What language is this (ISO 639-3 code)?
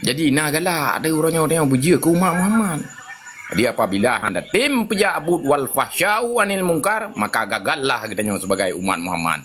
ace